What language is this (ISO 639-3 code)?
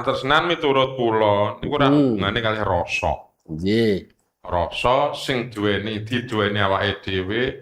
jav